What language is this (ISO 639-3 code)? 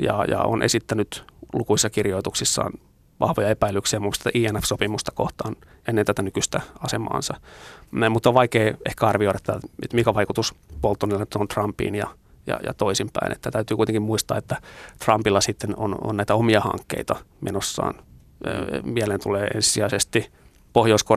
fin